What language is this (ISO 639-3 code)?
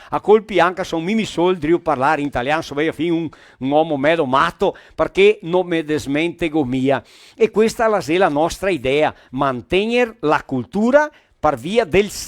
vec